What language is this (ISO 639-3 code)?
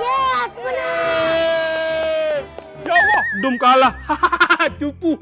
mui